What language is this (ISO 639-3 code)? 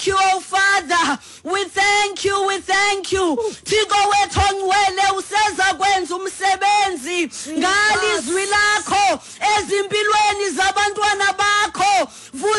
xho